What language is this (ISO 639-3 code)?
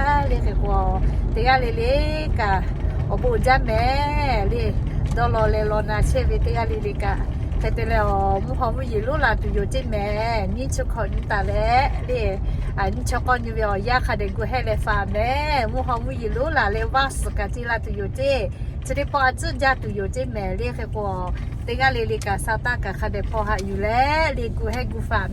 lhu